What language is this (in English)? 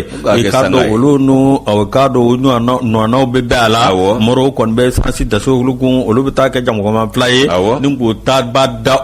Bambara